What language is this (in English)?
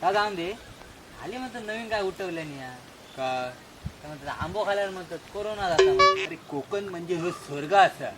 Konkani